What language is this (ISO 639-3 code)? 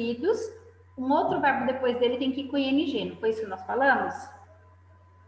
por